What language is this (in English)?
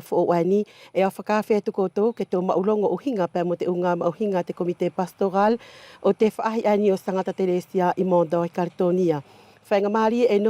Wallisian